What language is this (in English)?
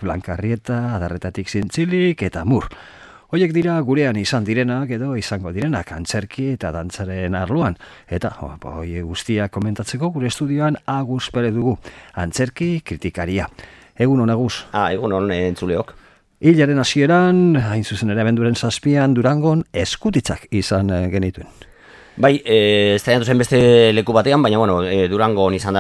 Basque